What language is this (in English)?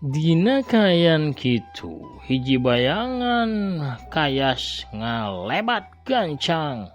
Sundanese